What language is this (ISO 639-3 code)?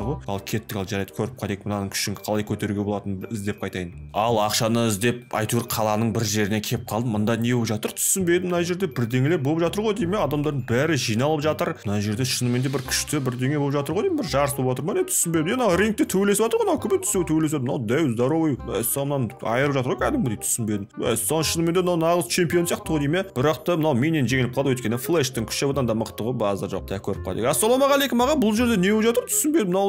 kaz